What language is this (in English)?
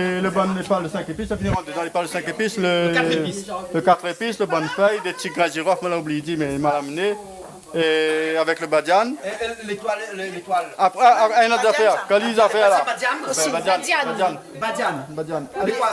Réunion Creole French